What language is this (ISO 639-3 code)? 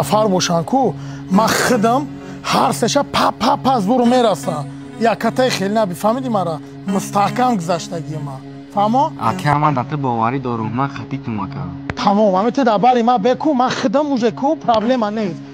tgk